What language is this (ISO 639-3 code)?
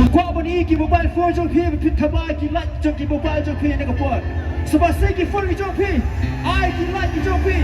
kha